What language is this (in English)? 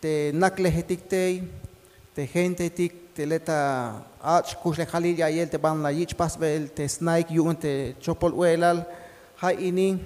Tzeltal